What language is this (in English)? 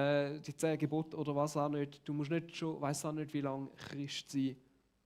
Swiss German